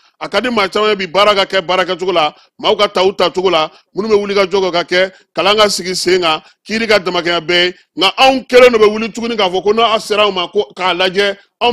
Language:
Bambara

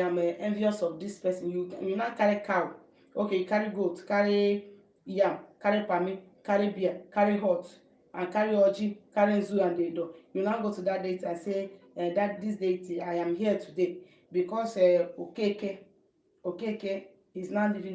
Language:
Igbo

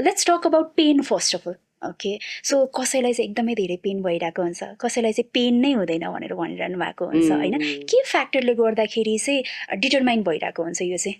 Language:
Nepali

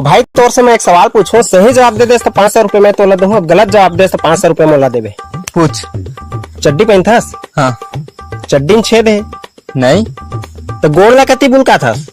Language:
Chhattisgarhi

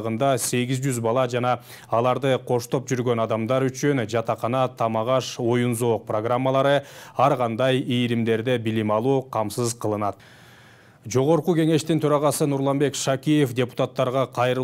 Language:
Kyrgyz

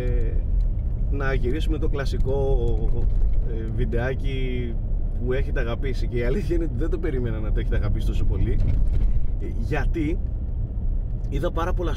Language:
Greek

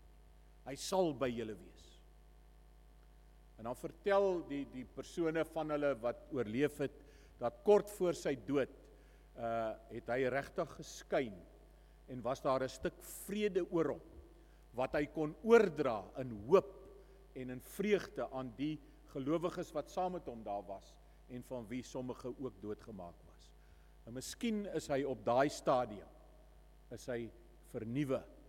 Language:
Afrikaans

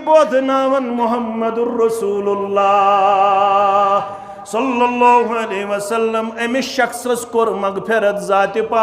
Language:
Kashmiri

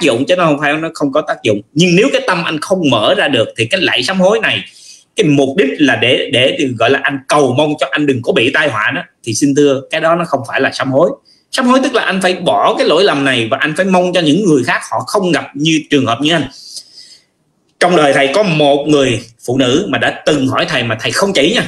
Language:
Vietnamese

